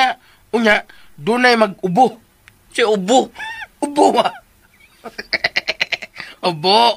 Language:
Cebuano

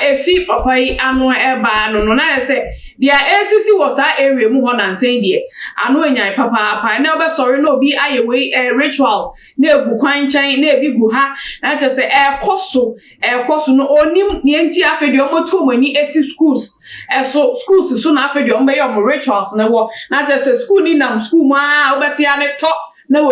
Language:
Akan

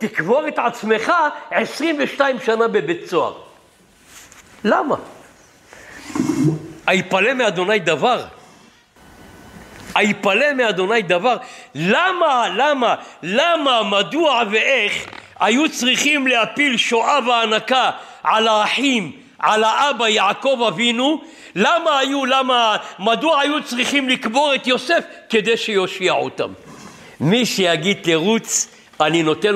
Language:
Hebrew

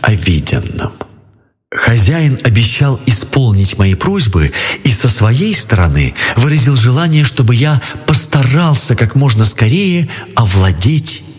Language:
Russian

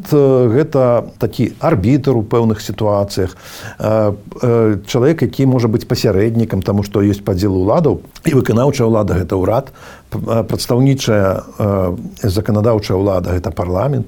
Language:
Belarusian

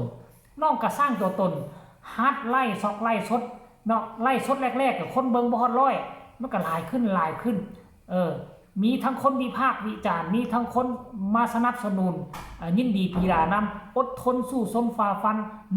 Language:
Northeastern Thai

